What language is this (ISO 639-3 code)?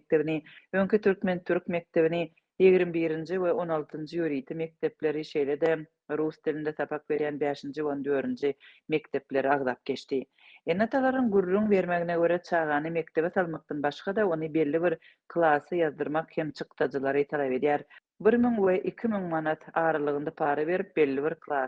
tuk